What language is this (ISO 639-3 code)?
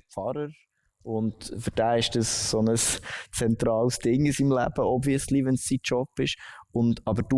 gsw